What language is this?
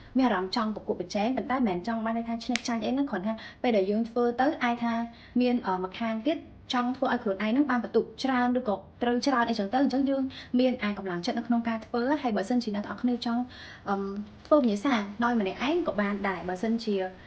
Khmer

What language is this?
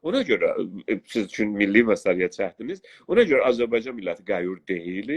South Azerbaijani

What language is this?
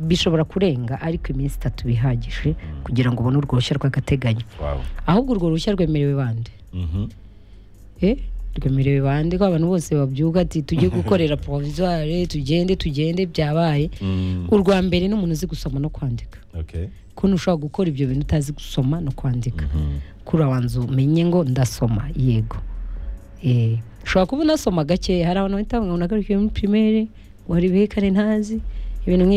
Kinyarwanda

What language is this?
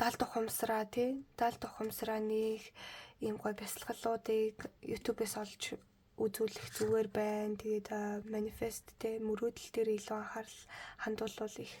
Mongolian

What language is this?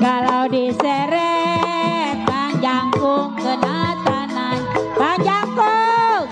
Betawi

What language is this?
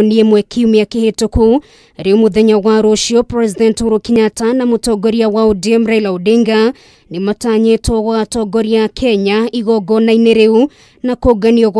Kikuyu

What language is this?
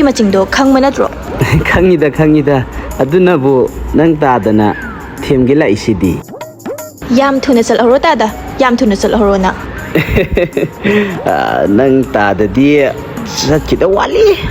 Manipuri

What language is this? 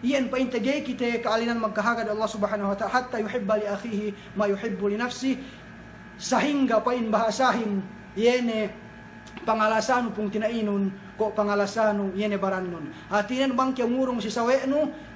Yakan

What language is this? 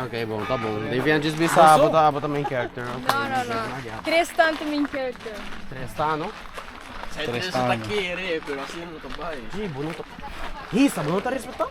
Papiamento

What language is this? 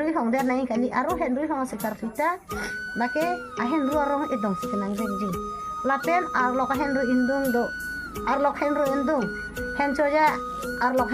Karbi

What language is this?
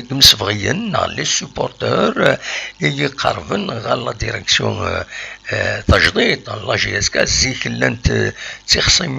Kabyle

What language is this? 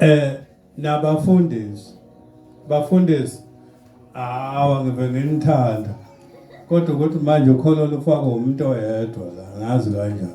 Zulu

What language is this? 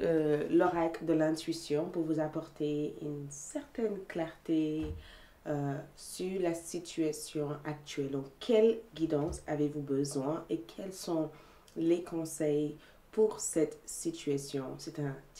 French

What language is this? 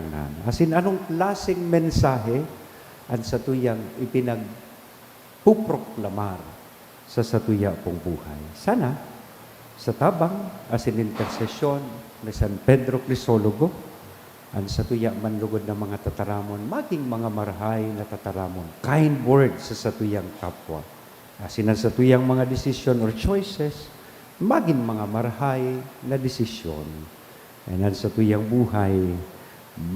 Bikol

